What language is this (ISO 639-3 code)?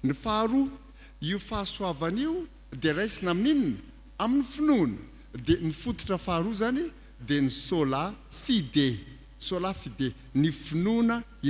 mlg